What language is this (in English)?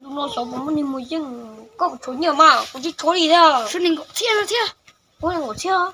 Hmong